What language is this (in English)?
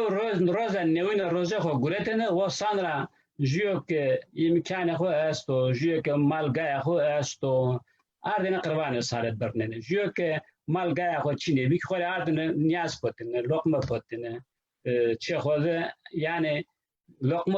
Zaza